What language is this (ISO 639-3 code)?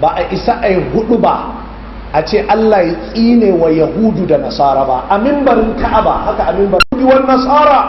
hau